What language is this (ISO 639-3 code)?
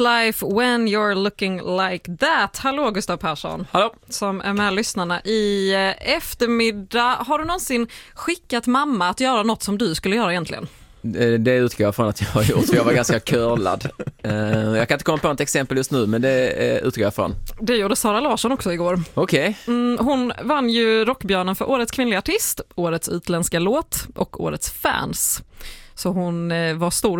swe